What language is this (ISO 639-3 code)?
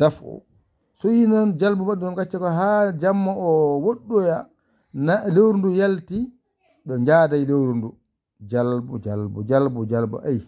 ful